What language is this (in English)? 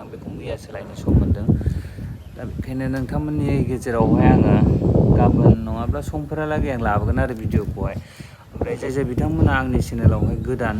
Bodo